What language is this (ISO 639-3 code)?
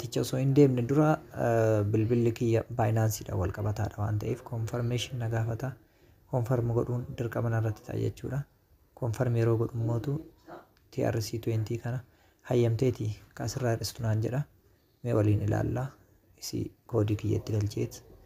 orm